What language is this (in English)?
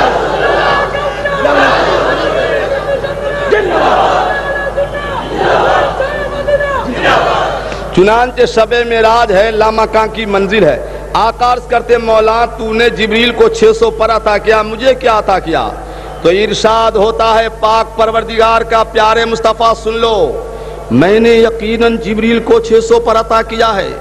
Urdu